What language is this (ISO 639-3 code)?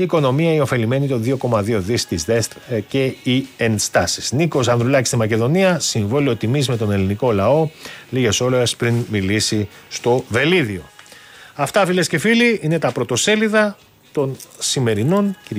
ell